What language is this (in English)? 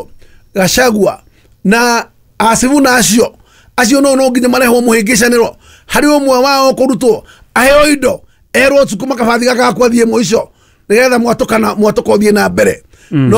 Kikuyu